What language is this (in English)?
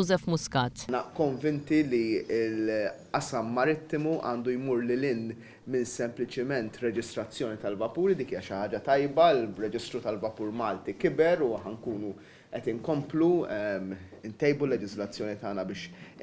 Maltese